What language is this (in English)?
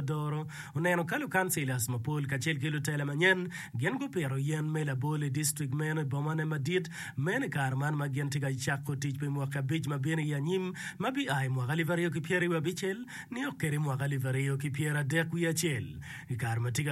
Acoli